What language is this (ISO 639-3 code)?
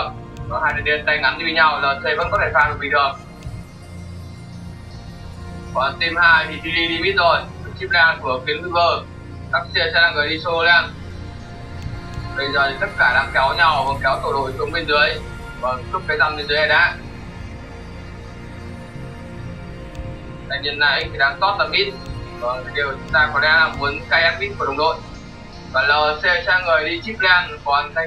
vie